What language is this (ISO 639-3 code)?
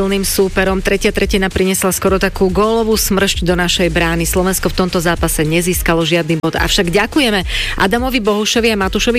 slk